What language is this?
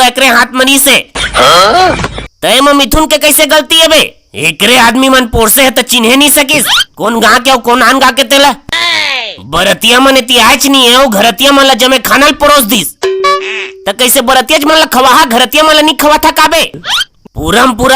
Chhattisgarhi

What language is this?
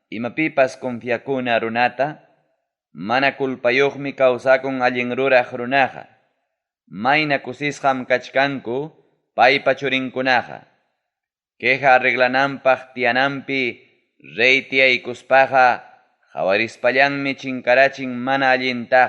Ayacucho Quechua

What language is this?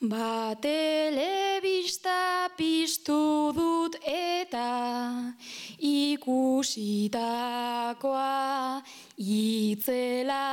Basque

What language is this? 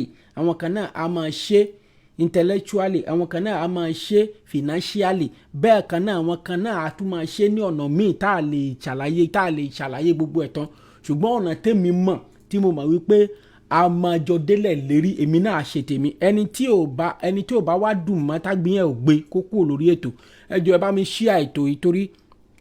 Yoruba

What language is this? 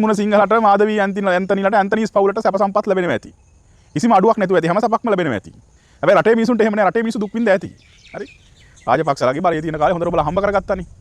Sinhala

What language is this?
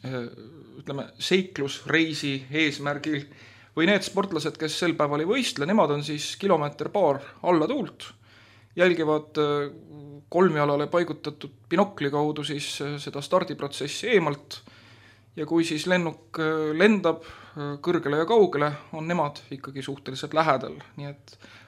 Estonian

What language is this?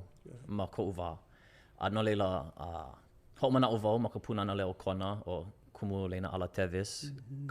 Hawaiian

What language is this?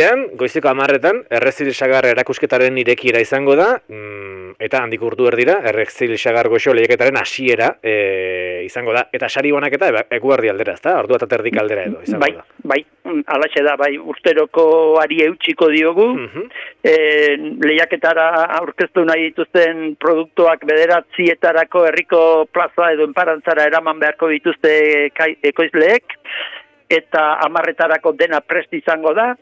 Basque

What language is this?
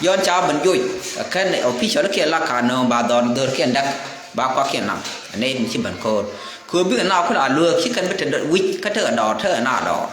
Nuer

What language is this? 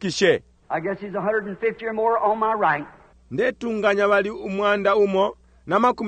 Bemba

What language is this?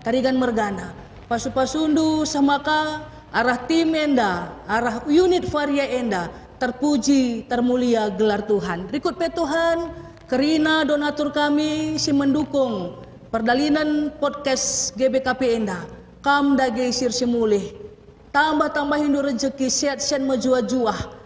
Batak Karo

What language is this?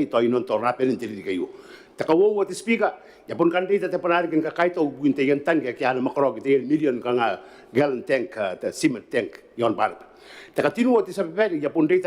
Gilbertese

